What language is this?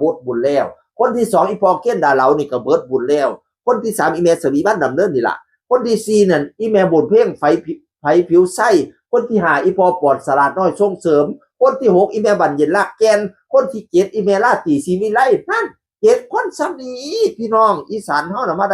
Northeastern Thai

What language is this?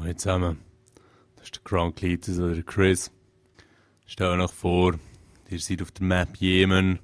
Swiss German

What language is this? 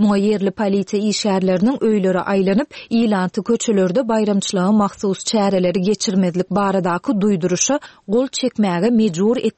Turkmen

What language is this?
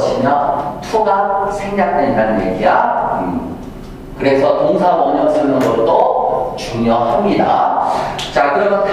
Korean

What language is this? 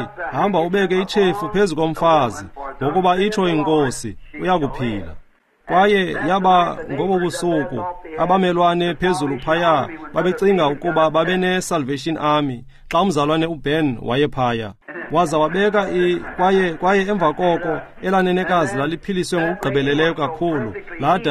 Xhosa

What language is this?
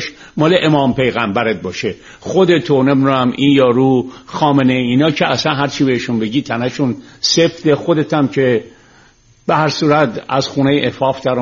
Persian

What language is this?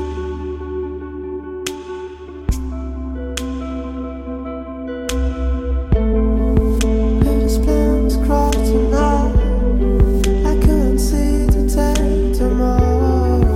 English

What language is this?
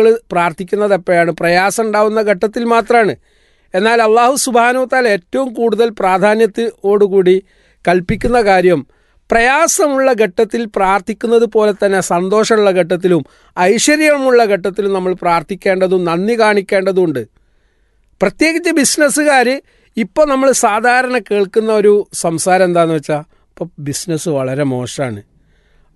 Malayalam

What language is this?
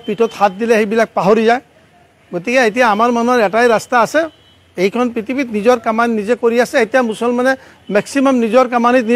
Assamese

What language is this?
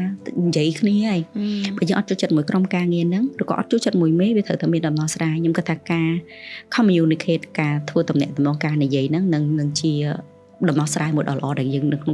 Khmer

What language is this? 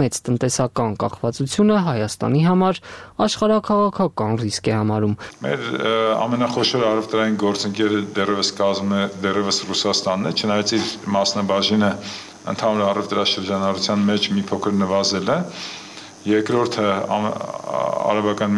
Armenian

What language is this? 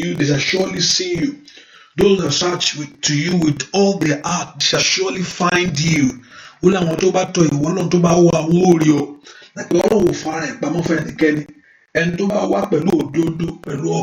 Yoruba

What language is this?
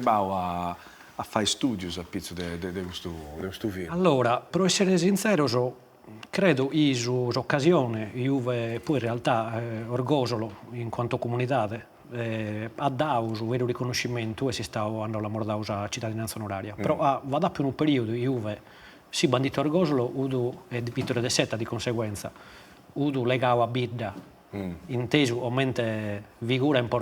Sardinian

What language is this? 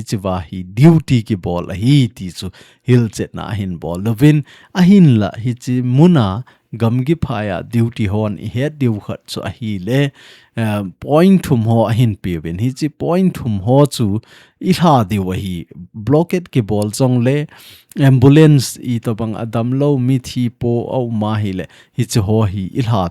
Thado Chin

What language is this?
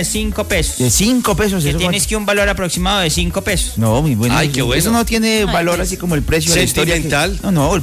Spanish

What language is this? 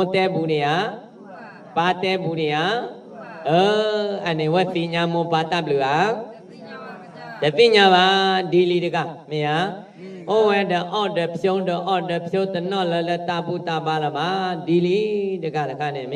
S'gaw Karen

